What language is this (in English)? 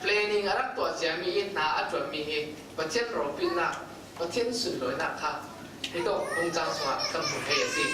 Falam Chin